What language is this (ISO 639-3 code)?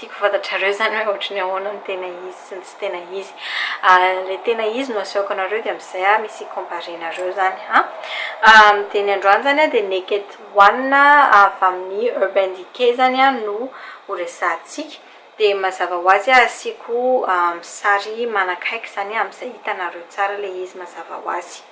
mlg